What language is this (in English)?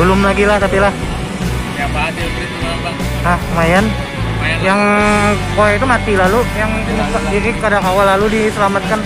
Banjar